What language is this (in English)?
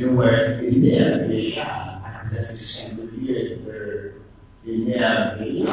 Haitian Creole